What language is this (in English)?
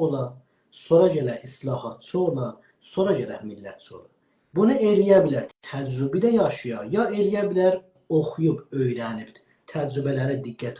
South Azerbaijani